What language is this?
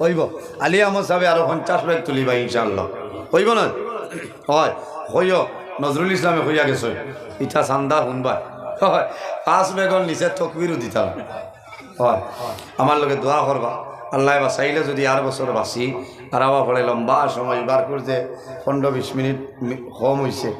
Sylheti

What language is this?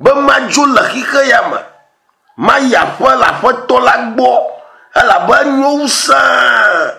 Ewe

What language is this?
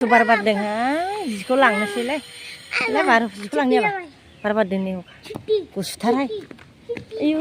Bodo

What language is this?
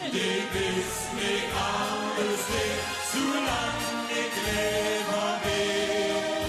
Limburgish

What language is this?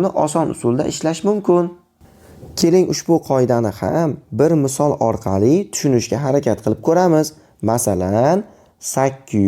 Uzbek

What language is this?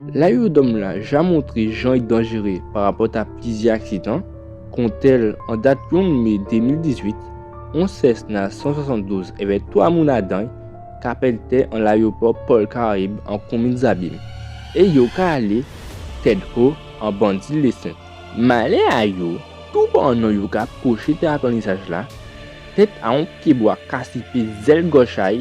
Guadeloupean Creole French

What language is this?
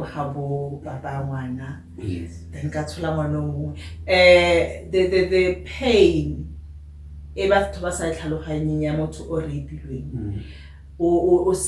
Tswana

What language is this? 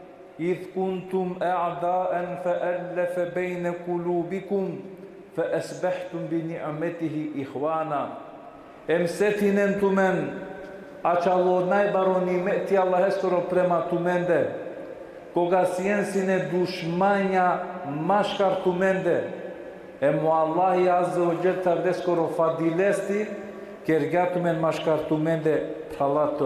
Balkan Romani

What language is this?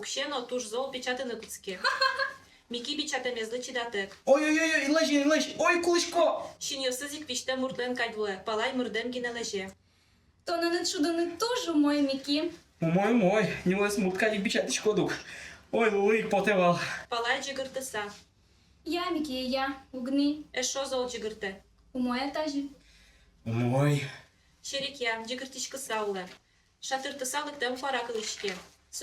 Udmurt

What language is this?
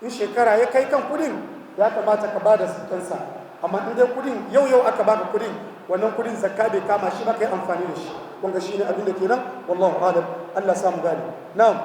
Hausa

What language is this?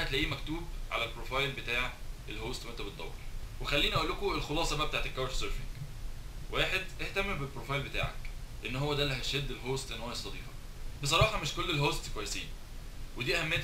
Egyptian Arabic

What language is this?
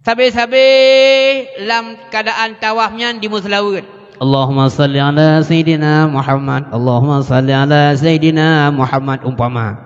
Achinese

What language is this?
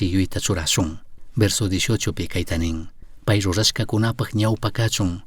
Chimborazo Highland Quichua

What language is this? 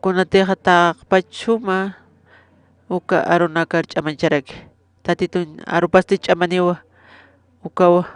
Aymara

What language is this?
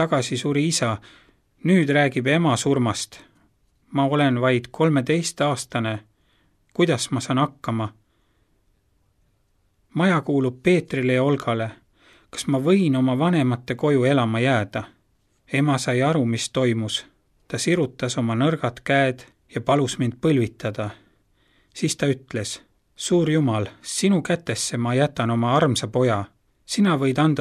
Estonian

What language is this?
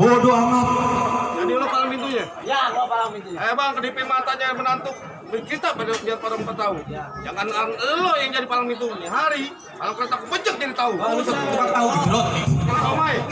Betawi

